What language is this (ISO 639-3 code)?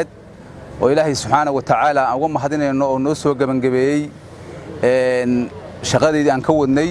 som